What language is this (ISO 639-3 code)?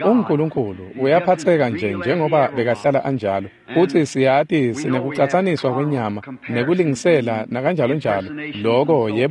ssw